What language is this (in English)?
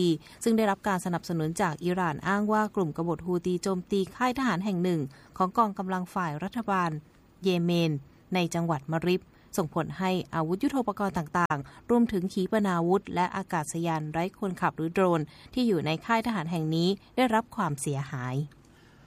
Thai